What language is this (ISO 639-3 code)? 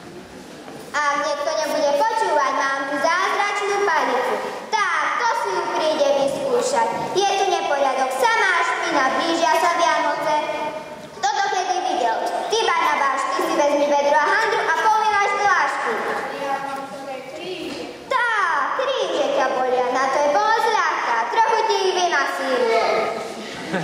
slk